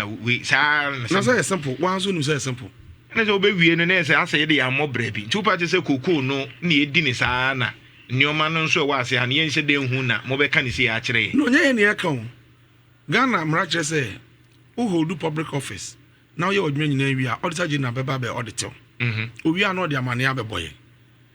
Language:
Akan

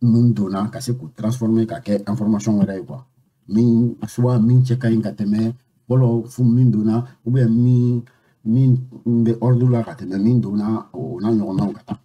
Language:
Bambara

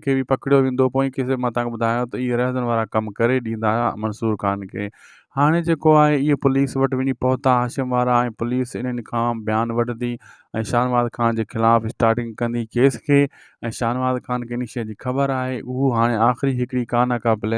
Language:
Sindhi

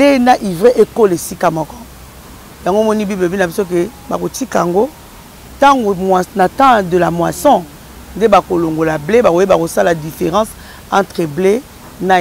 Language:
Lingala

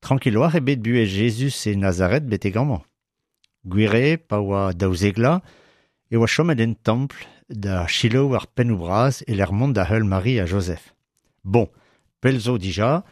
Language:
Breton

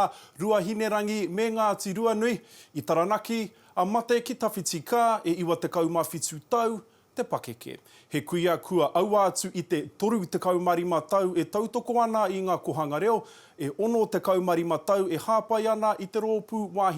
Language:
Māori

